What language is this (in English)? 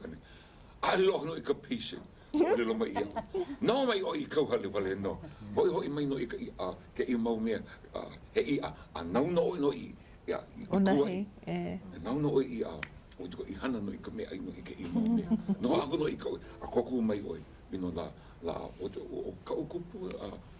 Hawaiian